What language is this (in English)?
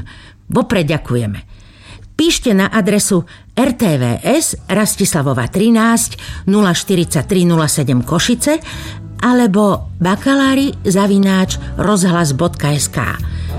Slovak